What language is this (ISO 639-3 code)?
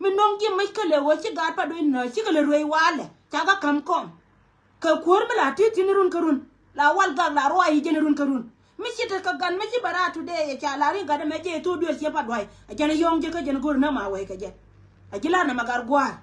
nus